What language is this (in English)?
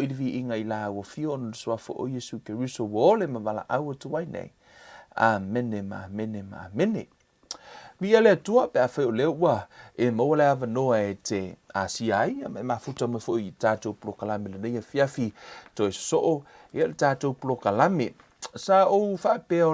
Samoan